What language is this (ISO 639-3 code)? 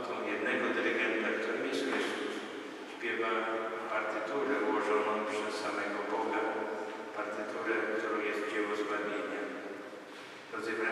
pol